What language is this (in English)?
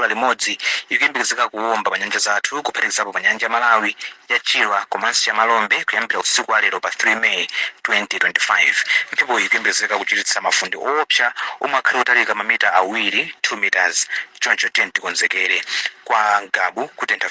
Nyanja